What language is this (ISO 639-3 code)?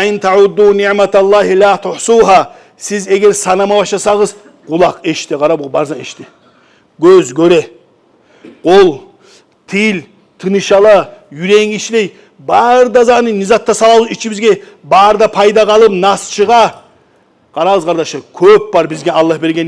kum